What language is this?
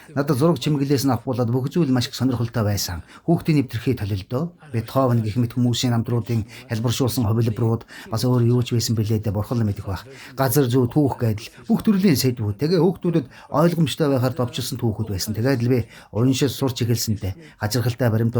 Mongolian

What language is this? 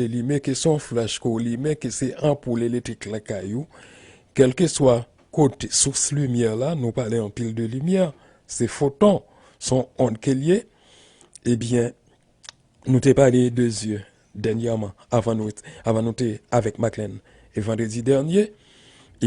Haitian Creole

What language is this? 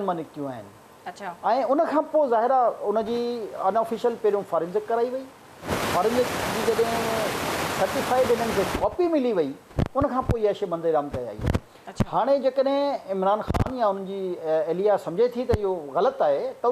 Sindhi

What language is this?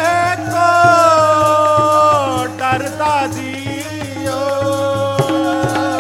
Punjabi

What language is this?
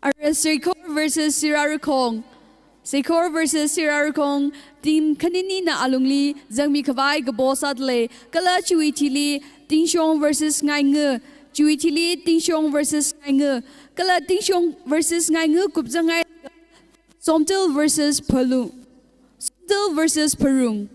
Tangkhul Naga (India)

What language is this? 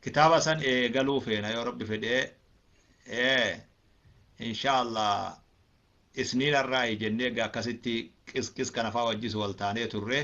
Oromo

